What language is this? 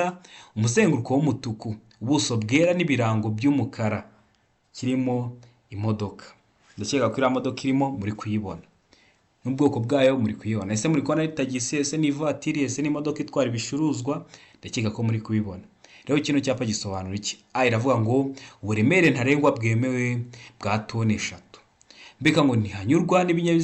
Kinyarwanda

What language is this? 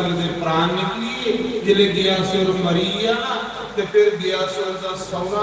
Dogri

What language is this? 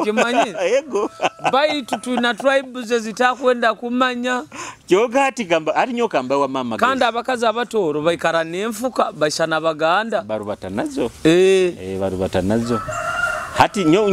Nyoro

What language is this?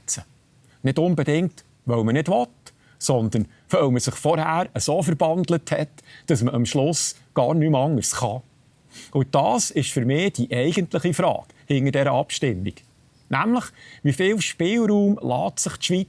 Swiss German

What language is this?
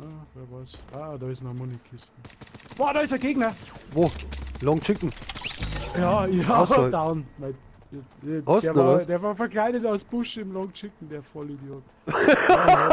Bavarian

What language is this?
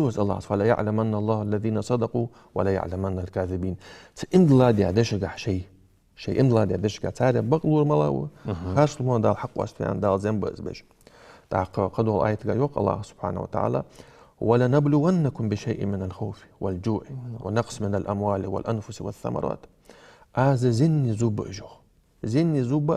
Ingush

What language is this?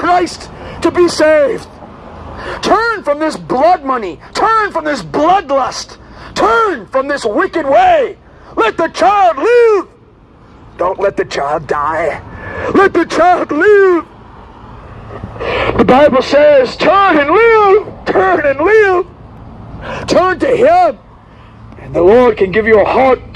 English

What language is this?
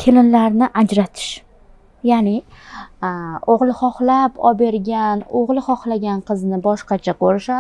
Uzbek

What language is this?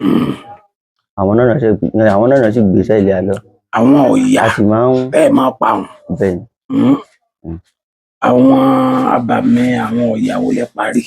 Yoruba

